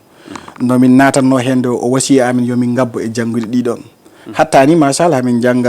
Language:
Fula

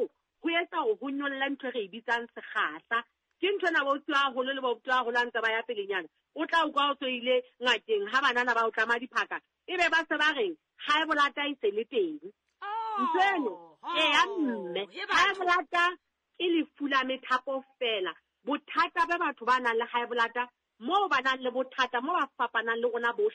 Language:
Southern Sotho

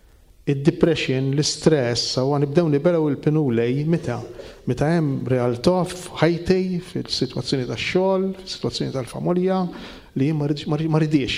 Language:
Maltese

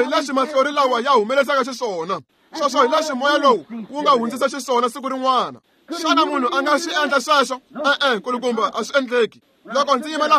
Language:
Tsonga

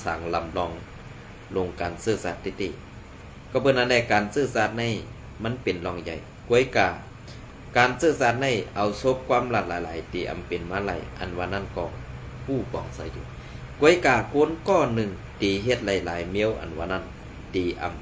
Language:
Shan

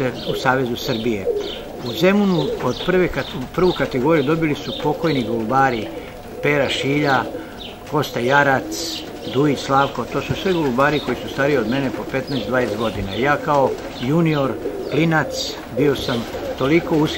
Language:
Serbian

